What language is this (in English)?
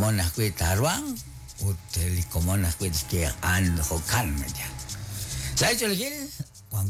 Kekchí